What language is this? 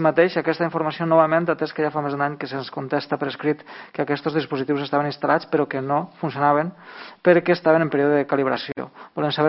Catalan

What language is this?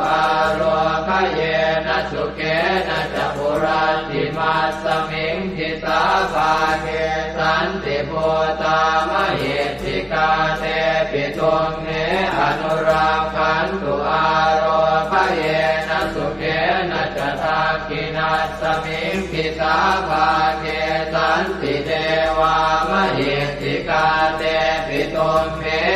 Pali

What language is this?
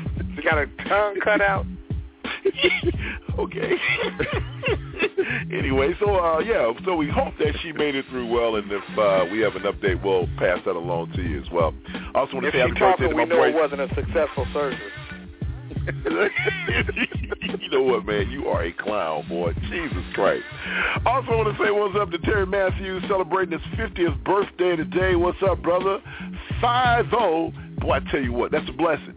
English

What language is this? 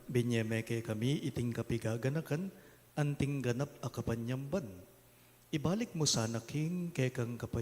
Pampanga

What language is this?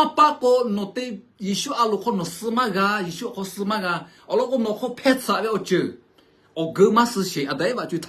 Lahu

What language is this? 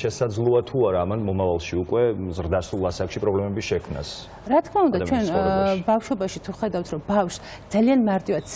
Georgian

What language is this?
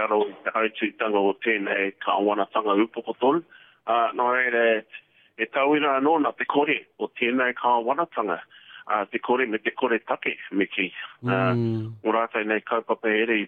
Māori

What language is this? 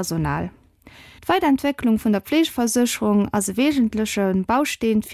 Luxembourgish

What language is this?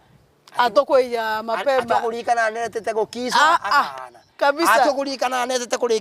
Meru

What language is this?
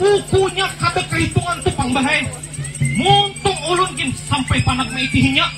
Banjar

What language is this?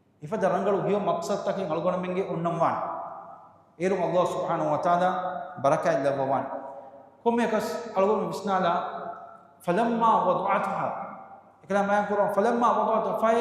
Divehi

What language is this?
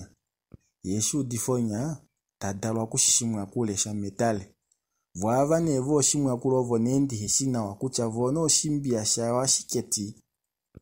Kuanyama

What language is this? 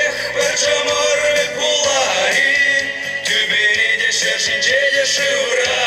Chuvash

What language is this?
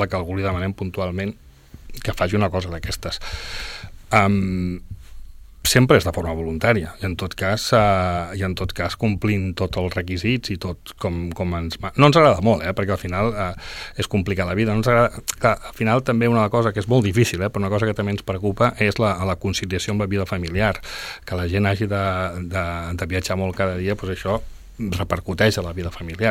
Catalan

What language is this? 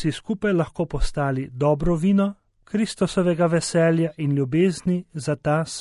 Slovenian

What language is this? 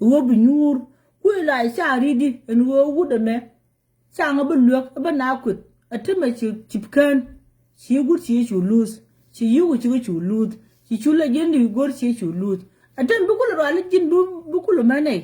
Nuer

